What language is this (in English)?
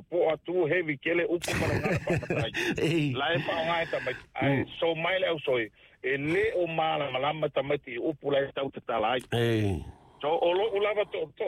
Samoan